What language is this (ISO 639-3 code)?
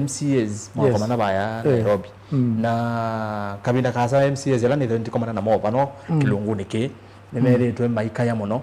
kam